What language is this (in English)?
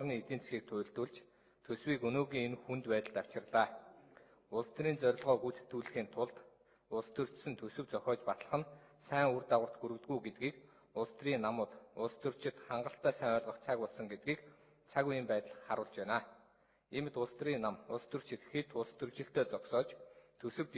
Mongolian